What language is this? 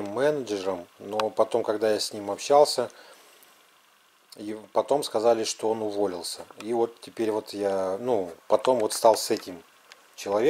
Russian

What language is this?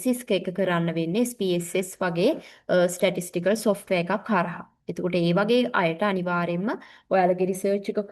Sinhala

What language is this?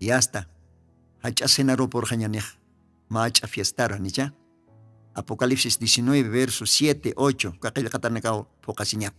Aymara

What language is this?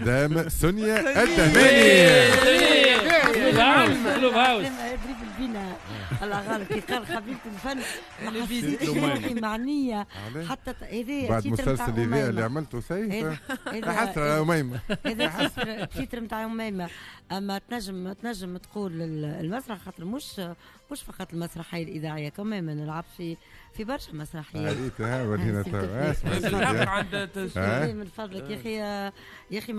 Tunisian Arabic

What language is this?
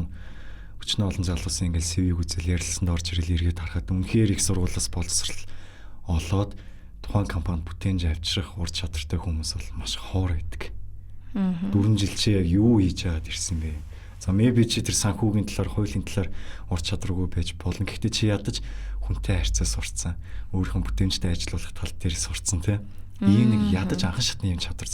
Mongolian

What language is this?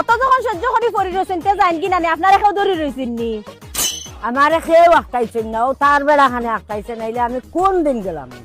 Sylheti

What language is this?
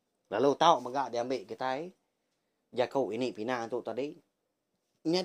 Iban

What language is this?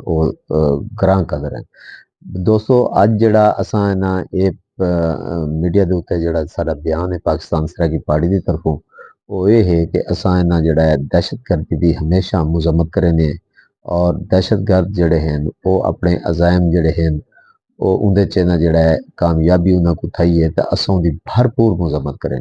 Saraiki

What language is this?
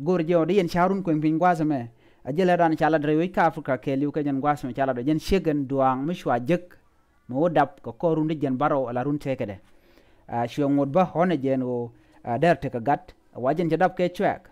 Nuer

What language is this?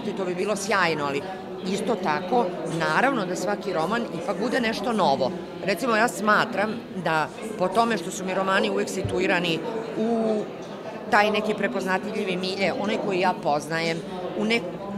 Serbian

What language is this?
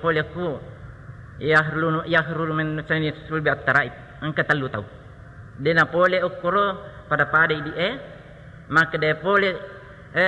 Buginese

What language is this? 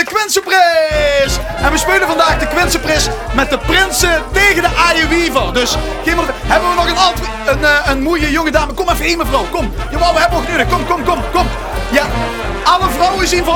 Limburgish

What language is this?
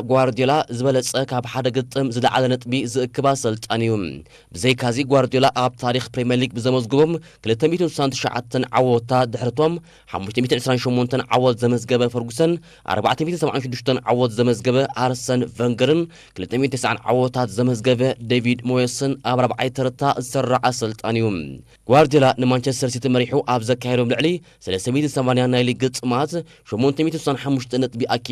Tigrinya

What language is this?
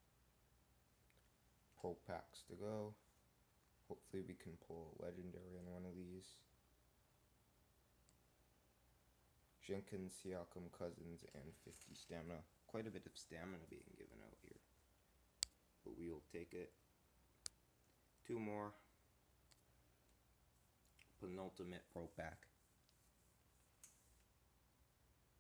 English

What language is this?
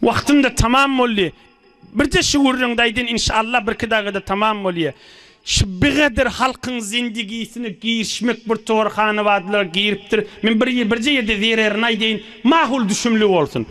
Turkmen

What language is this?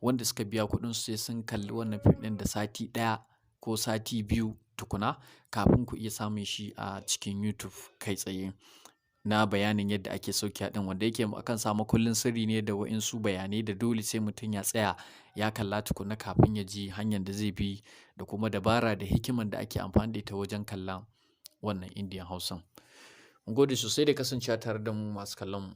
Hausa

